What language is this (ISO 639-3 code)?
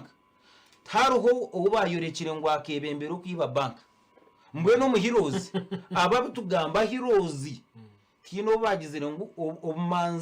nyn